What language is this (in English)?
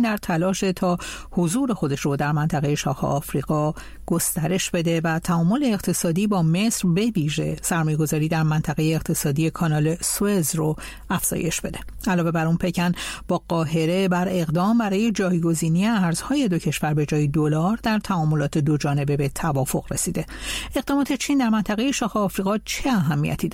Persian